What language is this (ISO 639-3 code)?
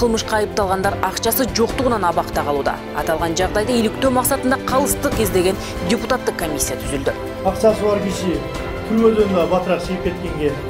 kir